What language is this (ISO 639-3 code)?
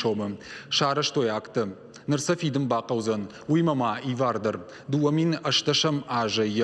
oss